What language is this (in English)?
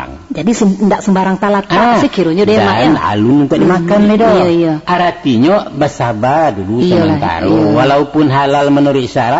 Minangkabau